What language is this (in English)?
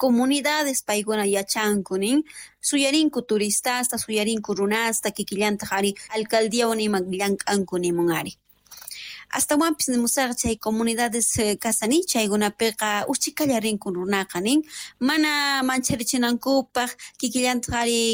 Quechua